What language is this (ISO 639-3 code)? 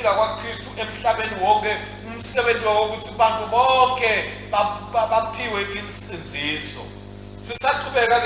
ssw